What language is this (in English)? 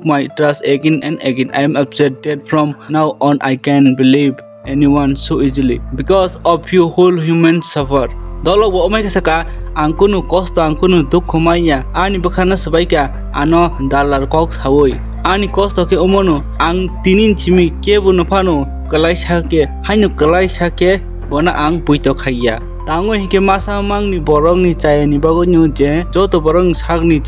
Kok Borok